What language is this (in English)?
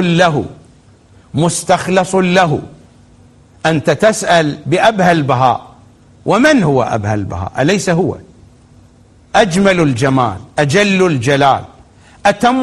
Arabic